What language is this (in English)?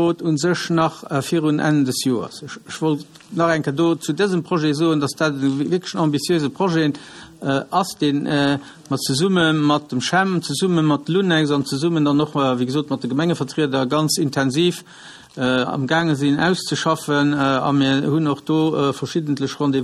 Luxembourgish